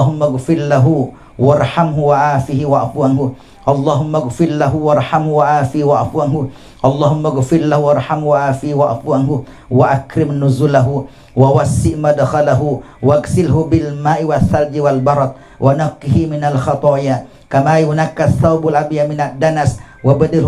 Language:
Buginese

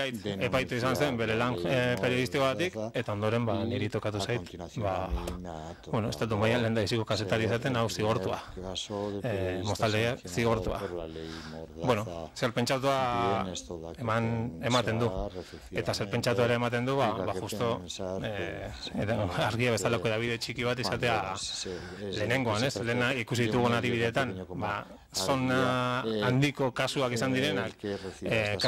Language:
Basque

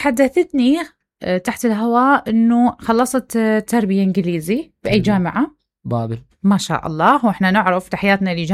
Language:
Mesopotamian Arabic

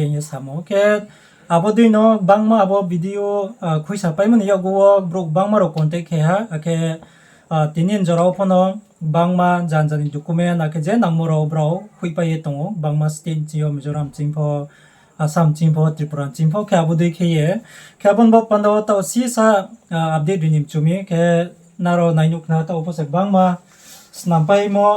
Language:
Riang (India)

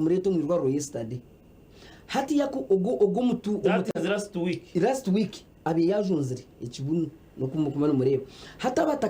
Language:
Nyankole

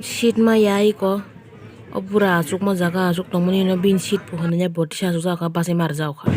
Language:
Kok Borok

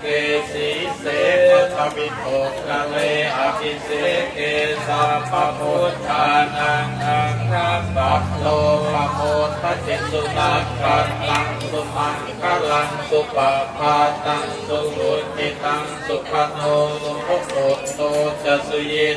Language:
Pali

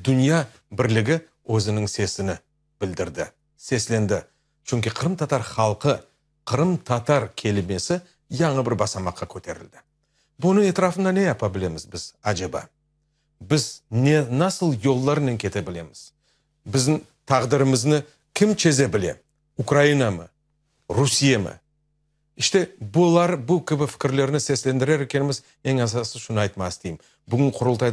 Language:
Crimean Tatar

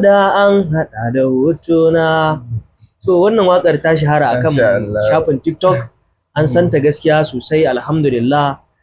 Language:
Hausa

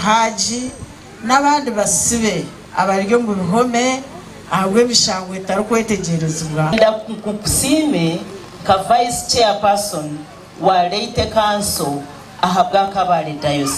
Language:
Nyankole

